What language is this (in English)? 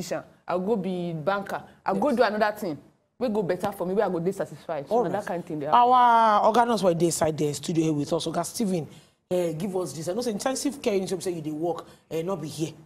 Nigerian Pidgin